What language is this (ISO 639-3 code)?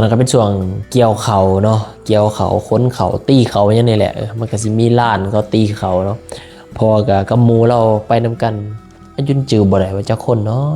lao